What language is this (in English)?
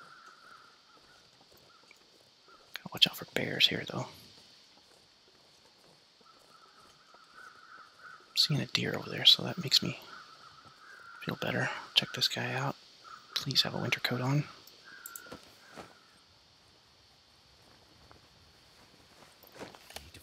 English